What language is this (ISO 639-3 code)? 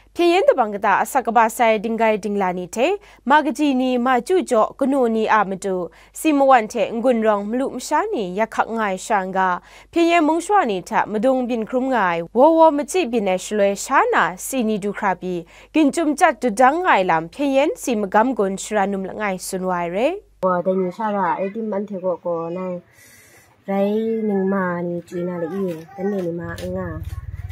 kac